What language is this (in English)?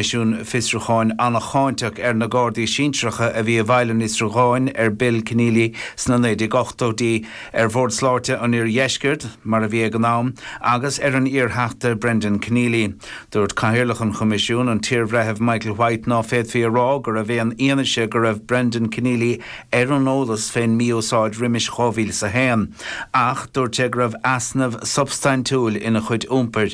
Irish